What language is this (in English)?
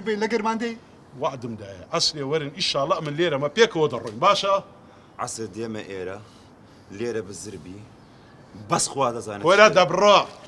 Central Kurdish